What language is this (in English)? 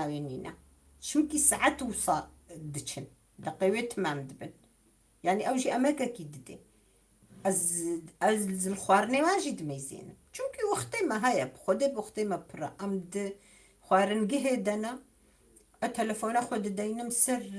Kurdish